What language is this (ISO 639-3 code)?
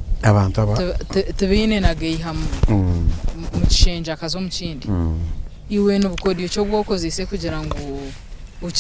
nyn